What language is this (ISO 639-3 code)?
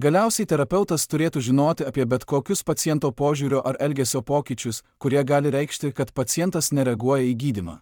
lit